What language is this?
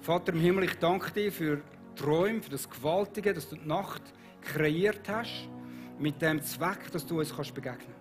Swiss German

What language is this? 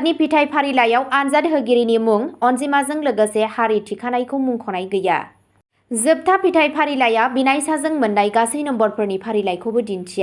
Bodo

